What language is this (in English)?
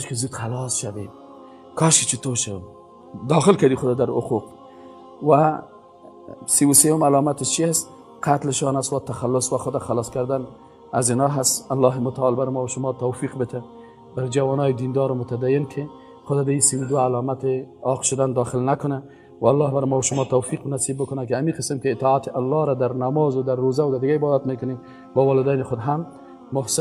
Persian